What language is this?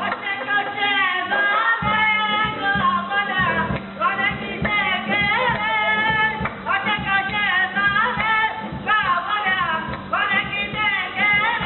Konkani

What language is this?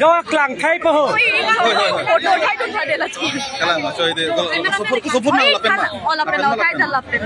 Karbi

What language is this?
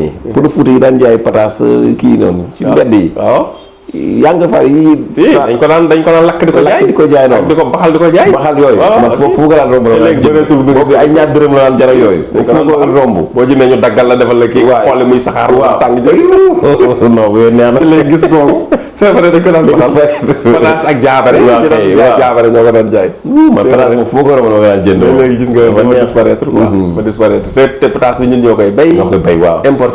Wolof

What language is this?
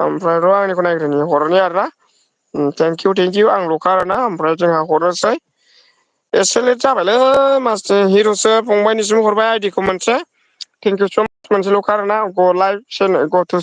Bodo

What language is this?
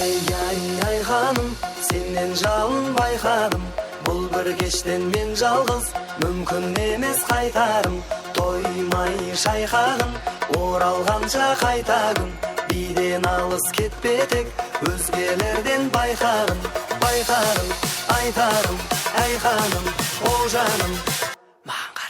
Kara-Kalpak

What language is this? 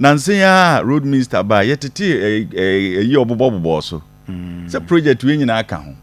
Akan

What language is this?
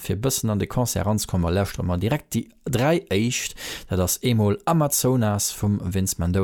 Luxembourgish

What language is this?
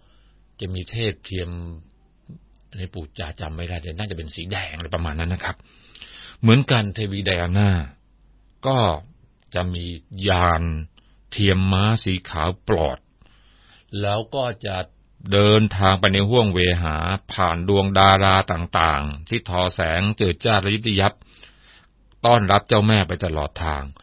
Thai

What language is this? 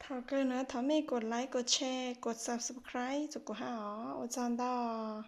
Hmong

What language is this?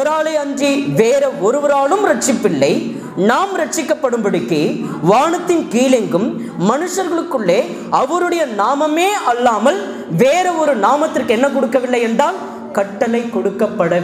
Tamil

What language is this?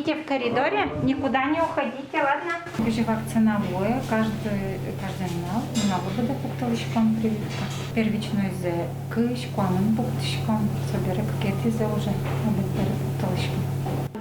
Udmurt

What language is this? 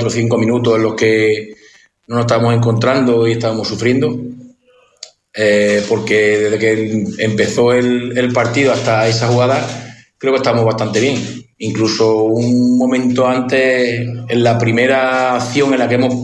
Spanish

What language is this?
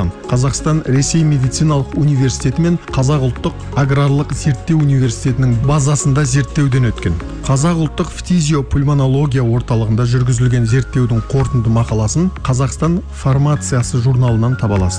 Kazakh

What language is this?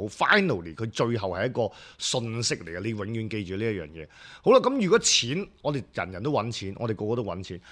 Cantonese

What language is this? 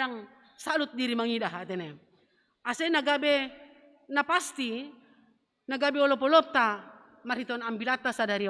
Batak Simalungun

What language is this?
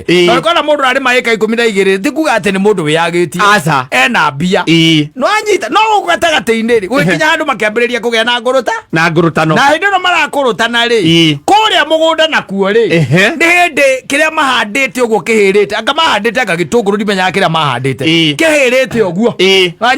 Kikuyu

